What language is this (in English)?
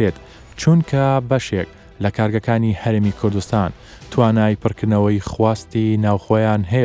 Central Kurdish